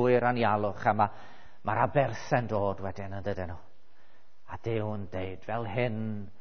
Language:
Welsh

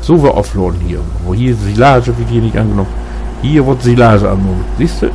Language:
Low German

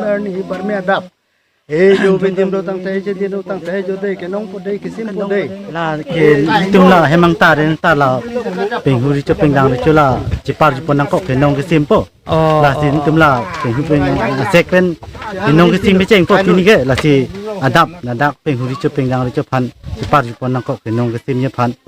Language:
Karbi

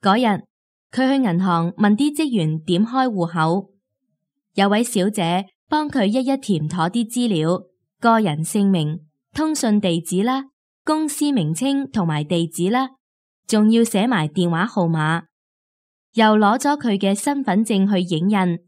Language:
Cantonese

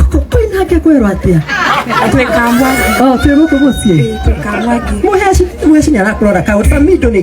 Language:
Kikuyu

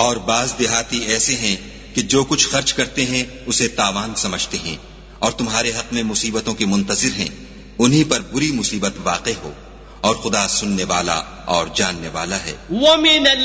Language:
Urdu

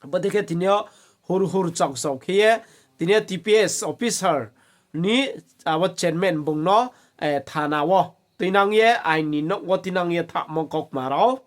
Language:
Riang (India)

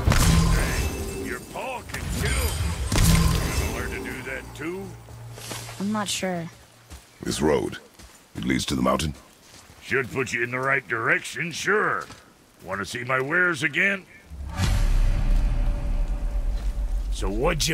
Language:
English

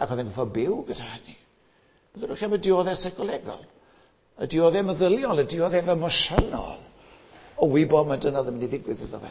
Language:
Welsh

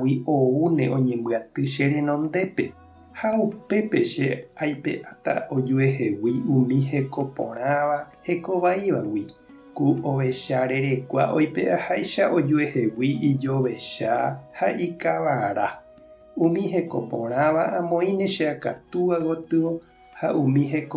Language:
Guarani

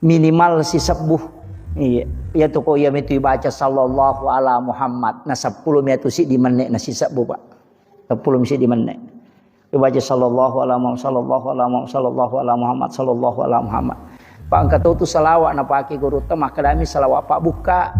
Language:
Buginese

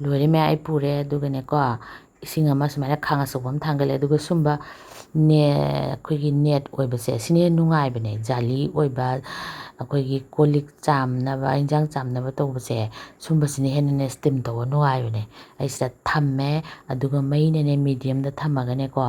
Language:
Manipuri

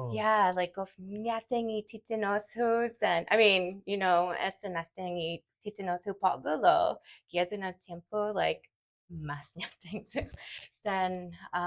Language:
Chamorro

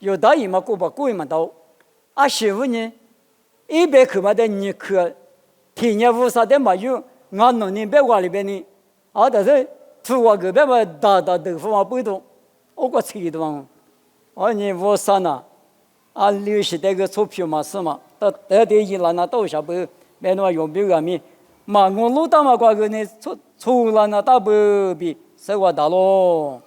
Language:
Lisu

